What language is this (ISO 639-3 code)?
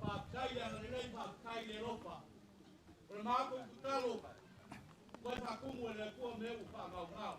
smo